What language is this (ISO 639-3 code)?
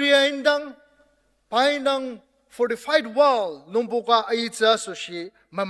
njo